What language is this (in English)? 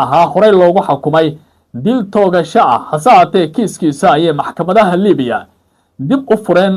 Somali